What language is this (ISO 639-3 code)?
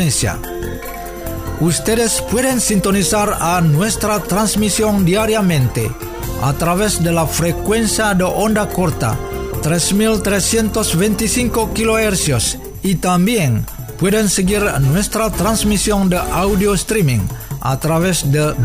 spa